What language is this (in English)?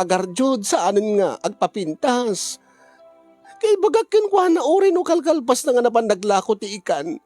Iloko